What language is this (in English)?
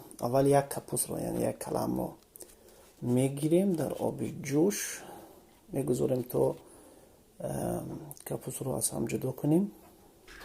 Tajik